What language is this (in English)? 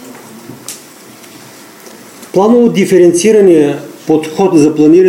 Bulgarian